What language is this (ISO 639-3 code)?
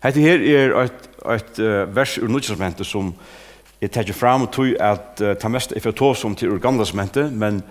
fao